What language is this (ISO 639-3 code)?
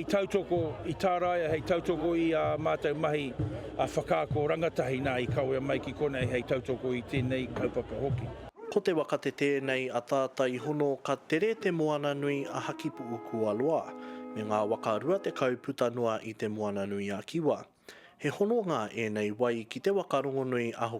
mri